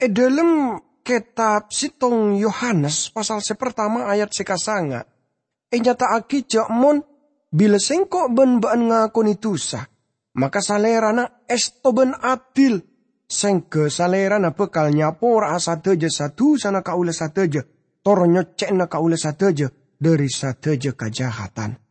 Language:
Madurese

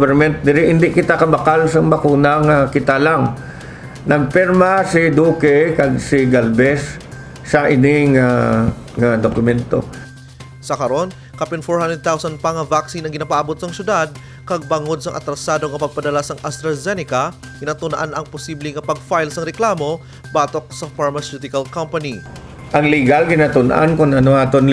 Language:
Hiligaynon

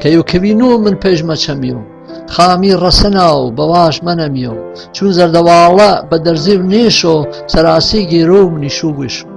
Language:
Gurani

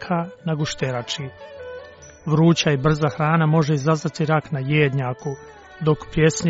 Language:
Croatian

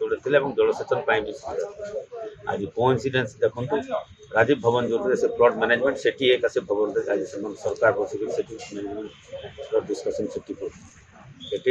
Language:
Odia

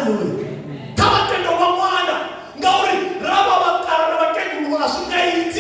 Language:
Venda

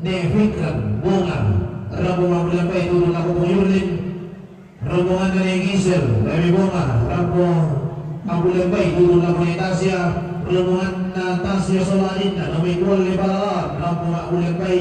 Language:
Toraja-Sa'dan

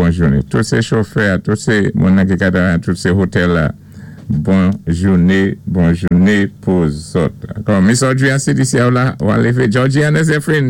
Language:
Saint Lucian Creole French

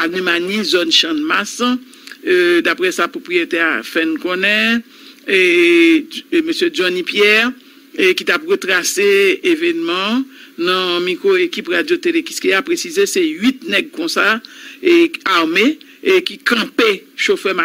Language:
Haitian Creole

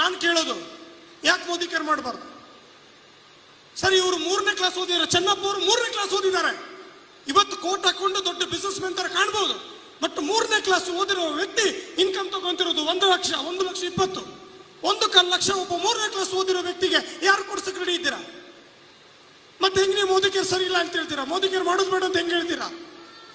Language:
Kannada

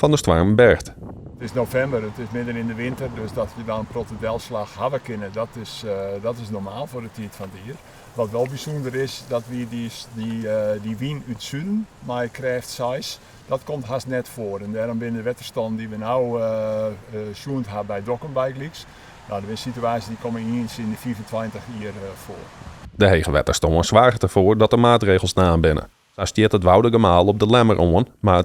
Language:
Western Frisian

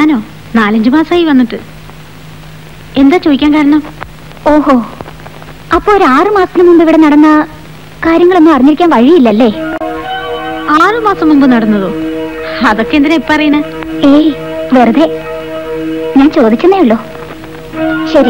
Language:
Malayalam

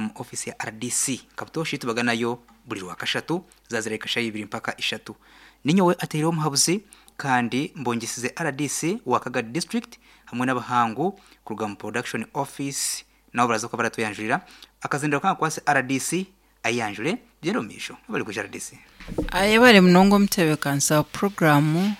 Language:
Nyankole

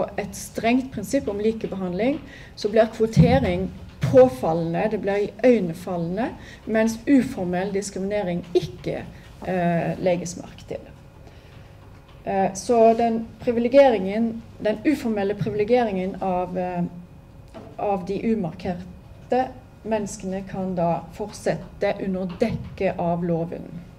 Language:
Norwegian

